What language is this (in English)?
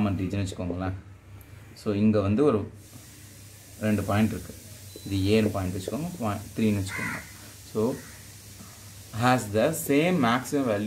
Tamil